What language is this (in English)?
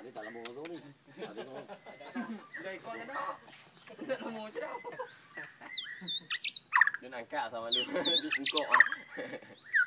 Malay